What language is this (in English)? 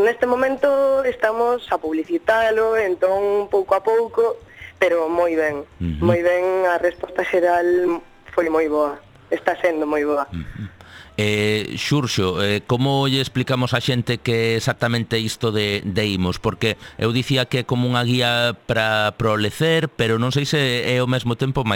Galician